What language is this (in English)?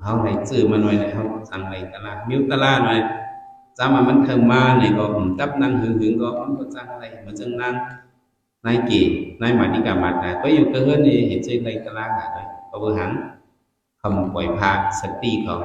Shan